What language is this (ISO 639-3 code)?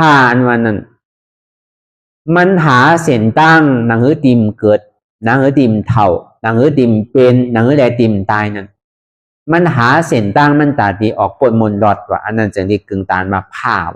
shn